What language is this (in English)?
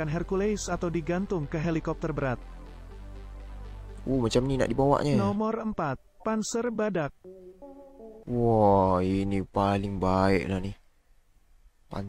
Malay